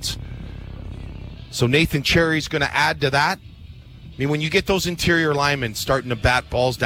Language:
English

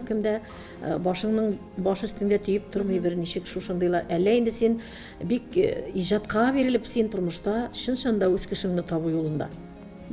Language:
Tatar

